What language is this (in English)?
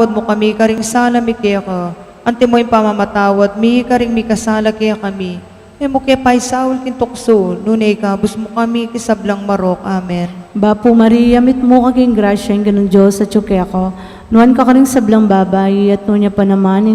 Pampanga